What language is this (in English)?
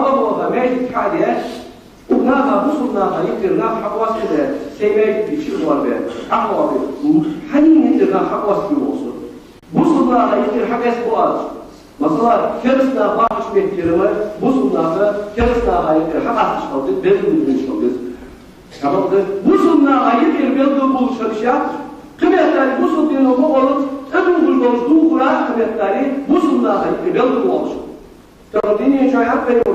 Ingush